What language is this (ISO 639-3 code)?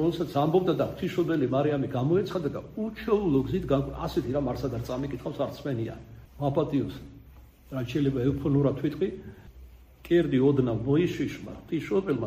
kat